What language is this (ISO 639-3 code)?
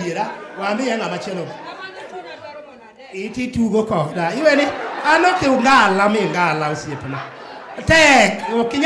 luo